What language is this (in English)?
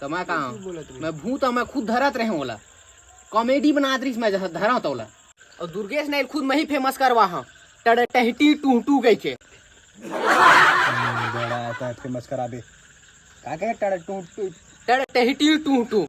Chhattisgarhi